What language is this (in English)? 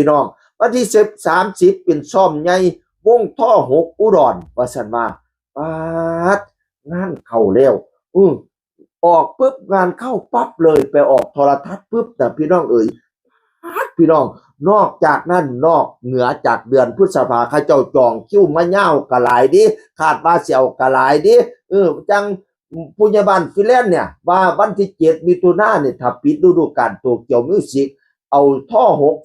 Northeastern Thai